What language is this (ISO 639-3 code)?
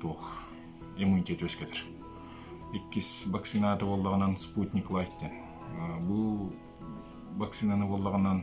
sah